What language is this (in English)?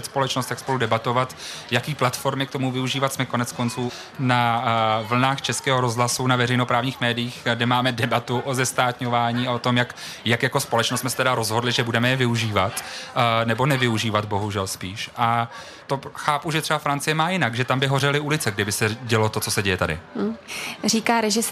Czech